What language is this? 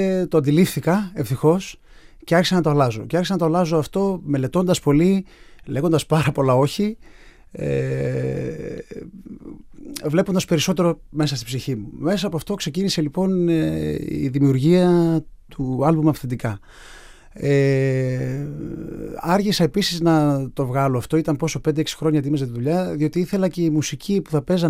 Greek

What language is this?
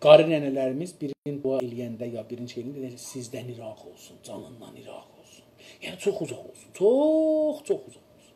South Azerbaijani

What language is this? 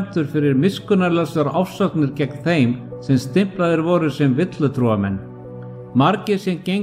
Icelandic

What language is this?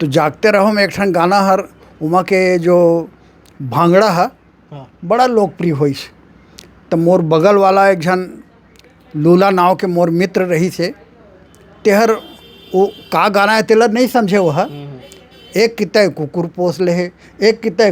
Chhattisgarhi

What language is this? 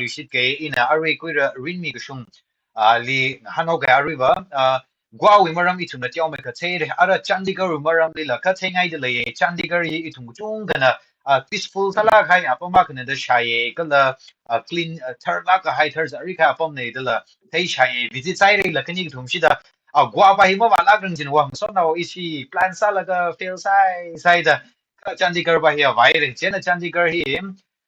Tangkhul Naga (India)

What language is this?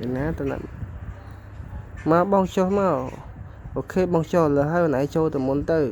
Khmer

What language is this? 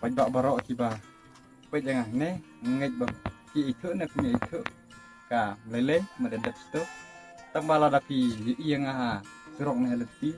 Khasi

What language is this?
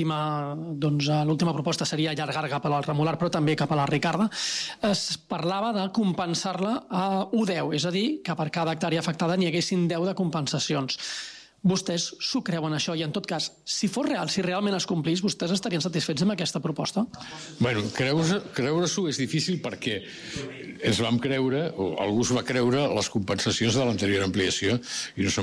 Catalan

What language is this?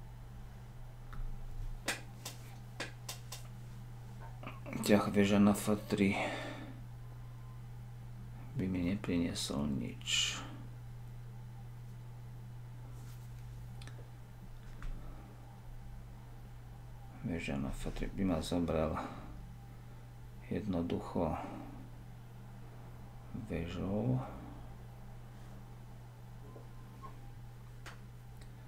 Slovak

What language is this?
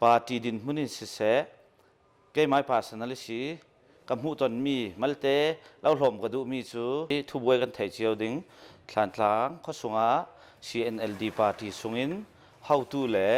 Hakha Chin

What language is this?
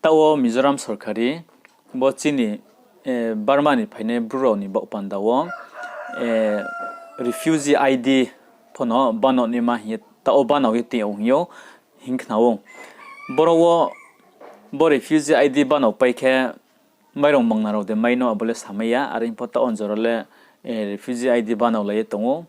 Riang (India)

